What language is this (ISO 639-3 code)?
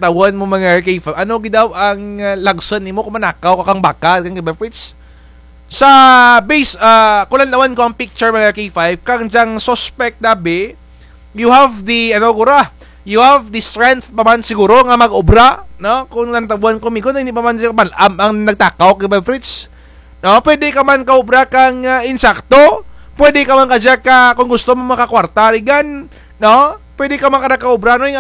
krj